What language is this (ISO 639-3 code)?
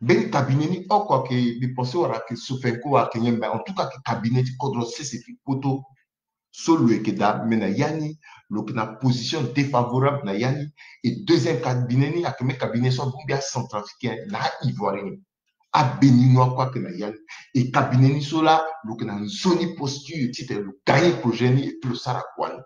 sag